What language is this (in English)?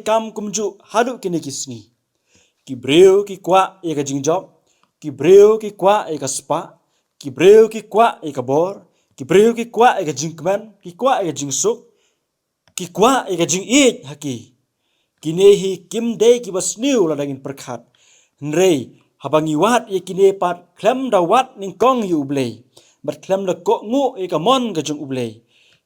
Khasi